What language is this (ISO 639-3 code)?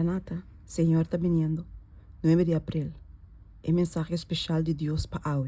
pap